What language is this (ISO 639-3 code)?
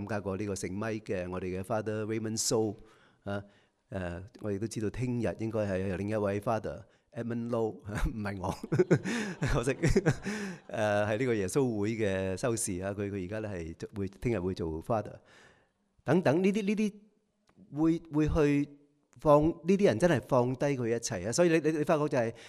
yue